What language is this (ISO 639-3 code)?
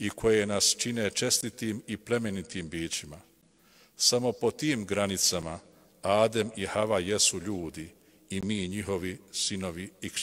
bos